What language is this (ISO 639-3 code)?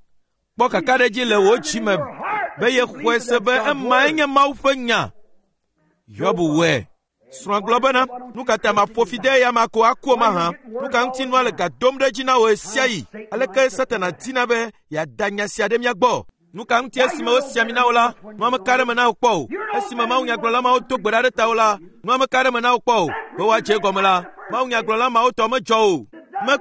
ewe